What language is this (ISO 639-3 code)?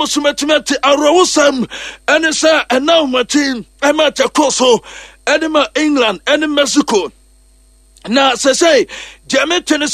aka